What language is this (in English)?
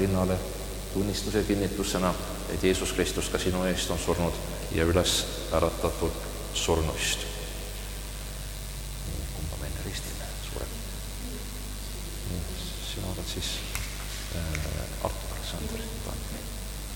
Estonian